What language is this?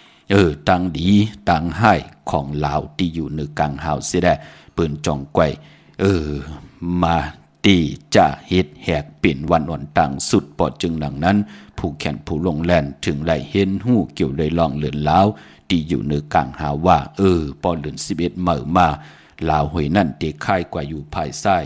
Shan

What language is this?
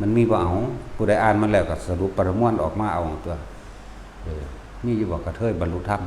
Lao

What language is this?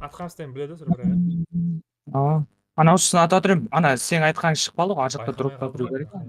Kara-Kalpak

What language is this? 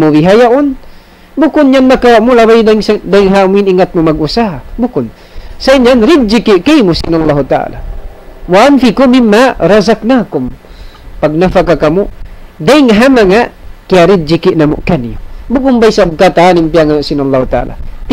Tausug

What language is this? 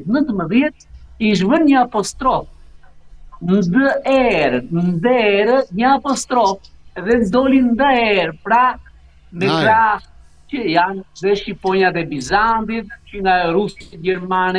Albanian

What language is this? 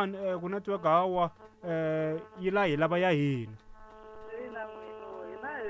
Tsonga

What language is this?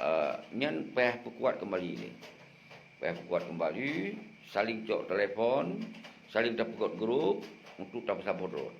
Achinese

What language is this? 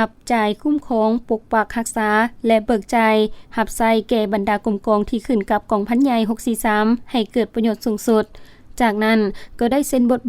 Lao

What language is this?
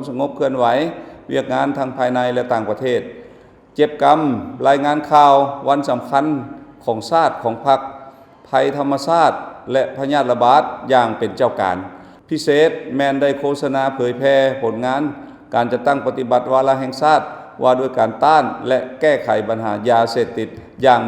Lao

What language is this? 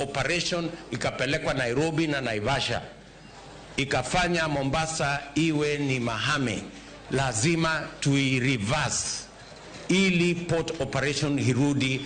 Luo (Kenya and Tanzania)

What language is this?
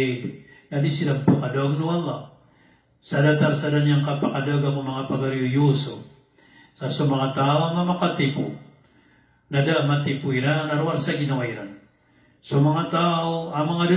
Maranao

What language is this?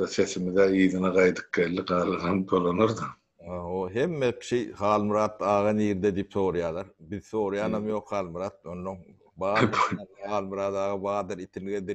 Turkmen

